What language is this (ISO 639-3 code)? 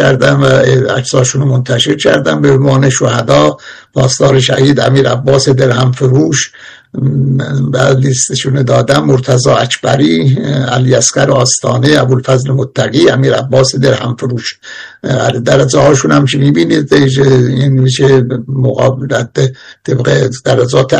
fas